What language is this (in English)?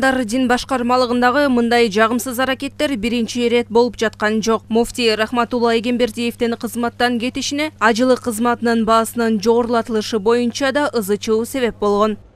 Kyrgyz